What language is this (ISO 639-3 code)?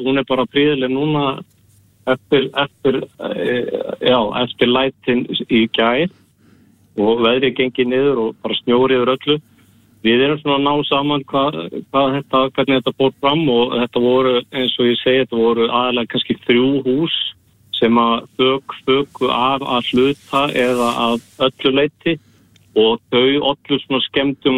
isl